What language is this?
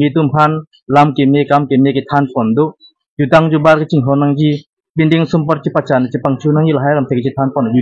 Karbi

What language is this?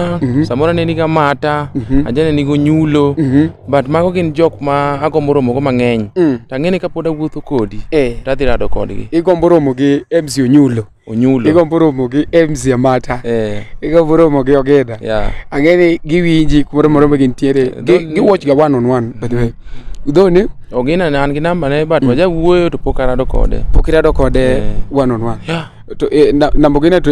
Luo (Kenya and Tanzania)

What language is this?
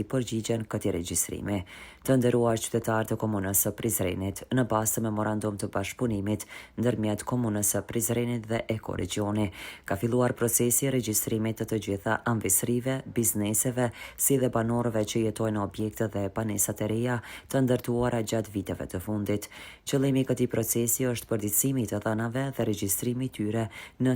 Albanian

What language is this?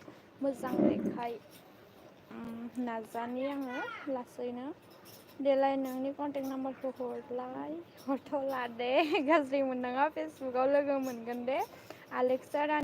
Bodo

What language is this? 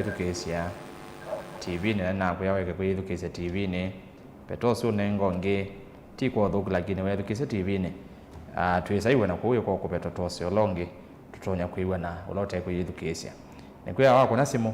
Kamba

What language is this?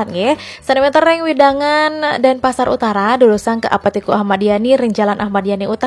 Balinese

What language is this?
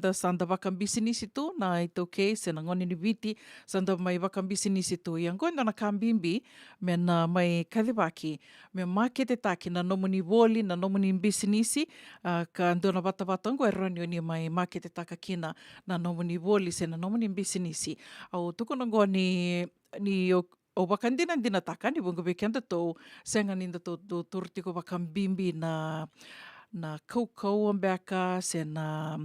Fijian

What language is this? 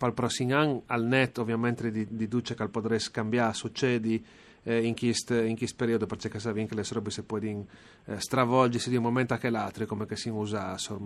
Friulian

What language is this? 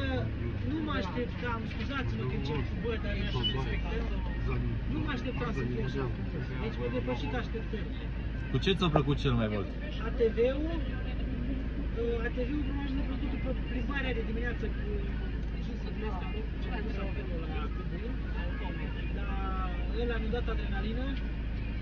Romanian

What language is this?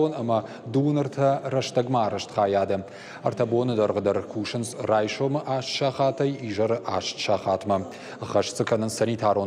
Ossetic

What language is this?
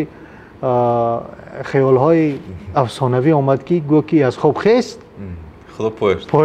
Tajik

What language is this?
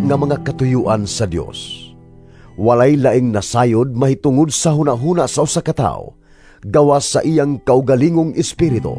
Cebuano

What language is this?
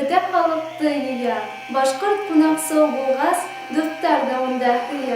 Bashkir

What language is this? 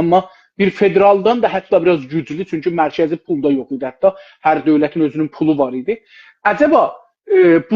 South Azerbaijani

